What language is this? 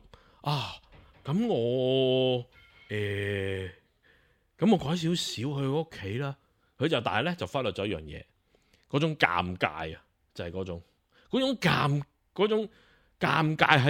Cantonese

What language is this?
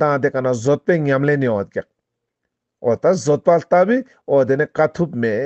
Ladakhi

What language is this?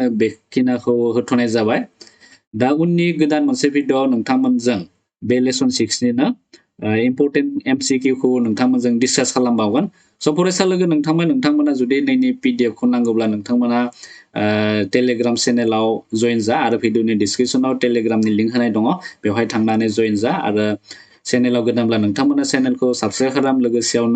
Bodo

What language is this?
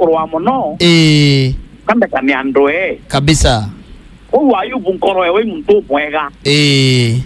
Meru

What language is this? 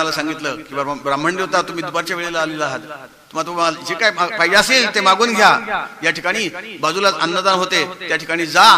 Marathi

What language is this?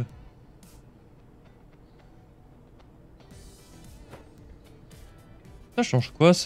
French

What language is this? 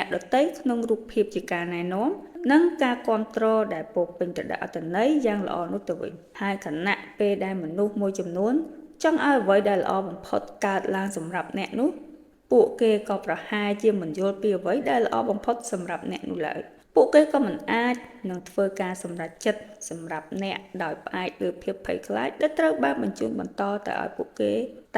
Khmer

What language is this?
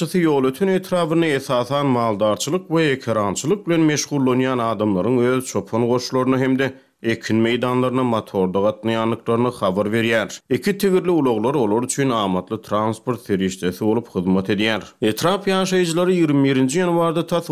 Turkmen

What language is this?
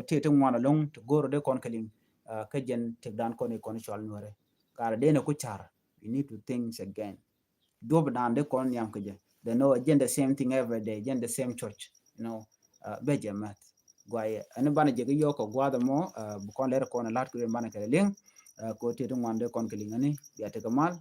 Nuer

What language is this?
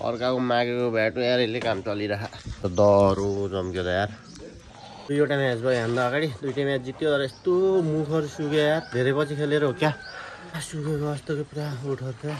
Nepali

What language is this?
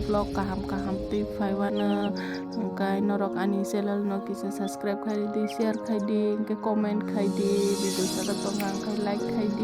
Kok Borok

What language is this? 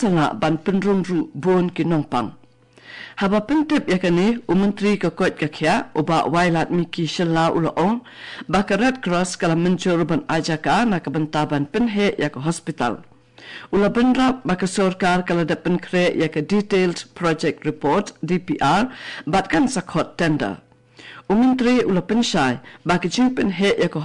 Khasi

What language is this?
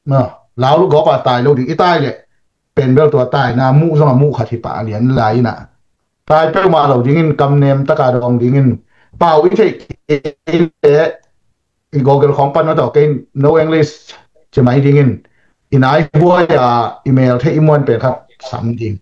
Tedim Chin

